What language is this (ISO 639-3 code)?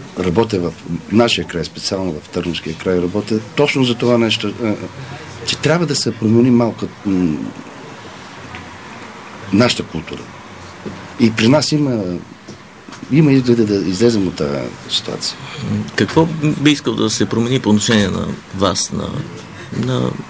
bul